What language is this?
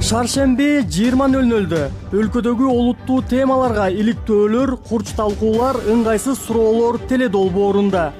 Kyrgyz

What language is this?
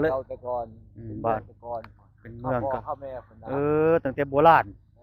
Northeastern Thai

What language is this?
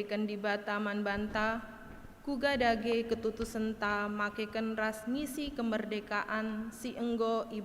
Batak Karo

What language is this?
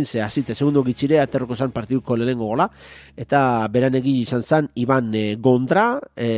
Basque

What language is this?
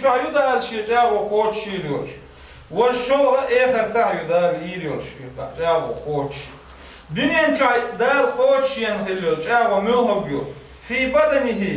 Chechen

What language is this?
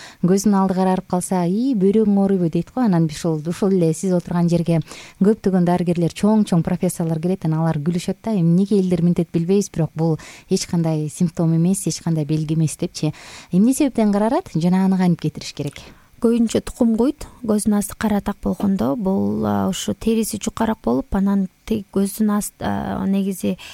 Kyrgyz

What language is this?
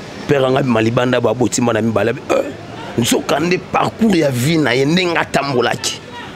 Lingala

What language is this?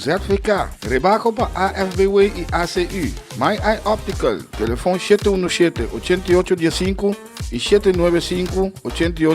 Papiamento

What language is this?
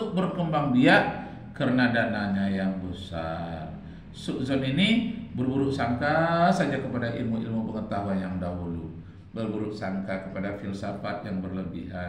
Indonesian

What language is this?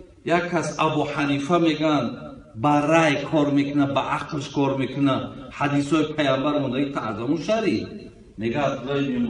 Tajik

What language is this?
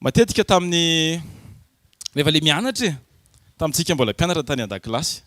Malagasy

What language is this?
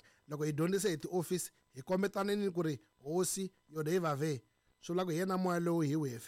Tsonga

